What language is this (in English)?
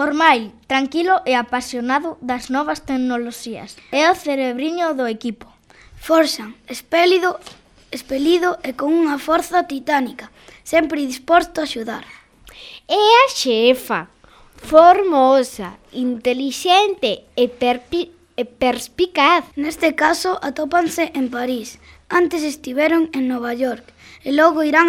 Galician